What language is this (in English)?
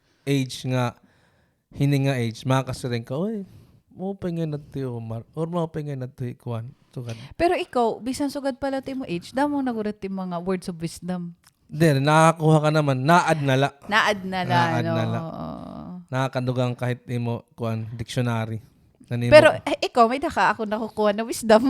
Waray